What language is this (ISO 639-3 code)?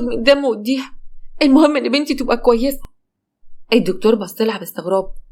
arz